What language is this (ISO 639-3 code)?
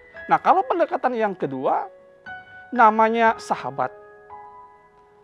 ind